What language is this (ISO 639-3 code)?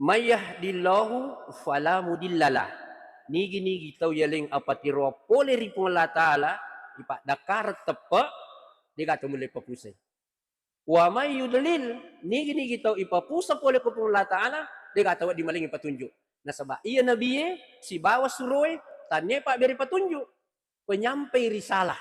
bug